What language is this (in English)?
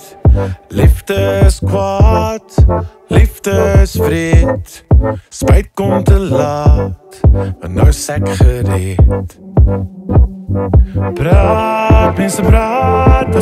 Afrikaans